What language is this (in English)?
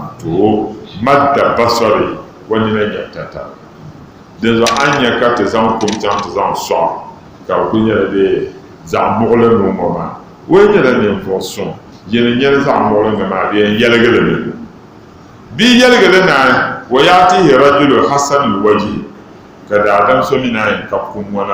Dagbani